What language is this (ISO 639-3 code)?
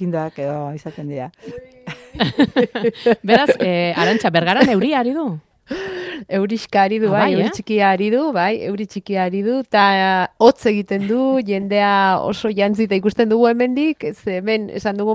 eus